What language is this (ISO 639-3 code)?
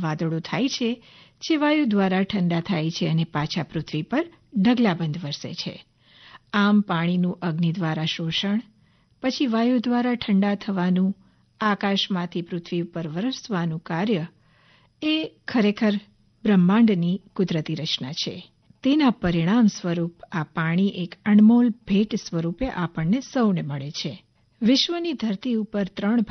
guj